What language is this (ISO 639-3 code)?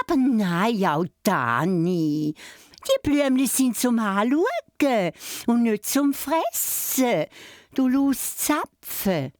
gsw